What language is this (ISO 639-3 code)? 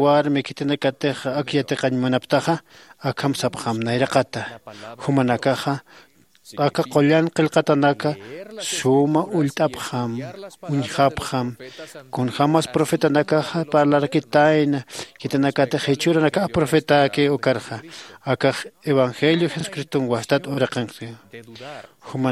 aym